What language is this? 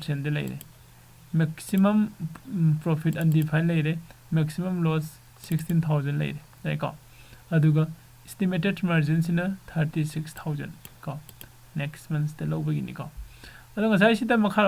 Manipuri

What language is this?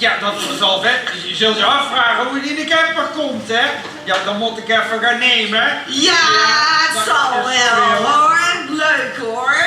Limburgish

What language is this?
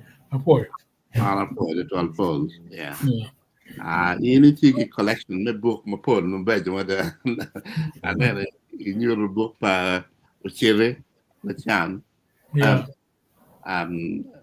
Acoli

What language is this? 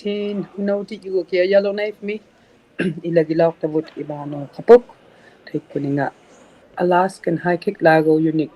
Inuktitut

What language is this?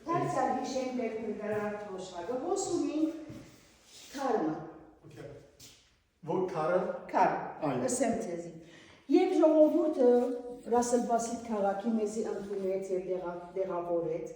Western Armenian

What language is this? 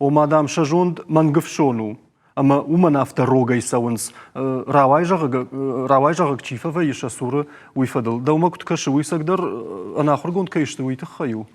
Ossetic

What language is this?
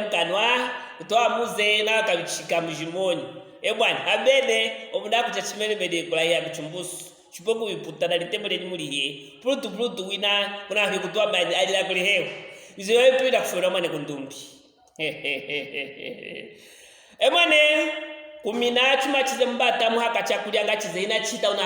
Luvale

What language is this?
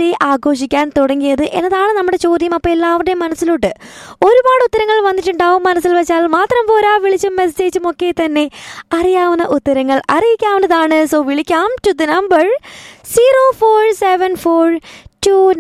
Malayalam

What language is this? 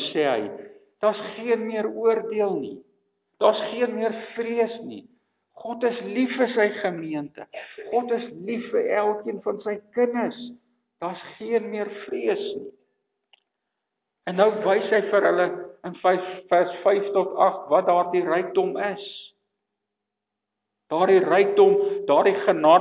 Afrikaans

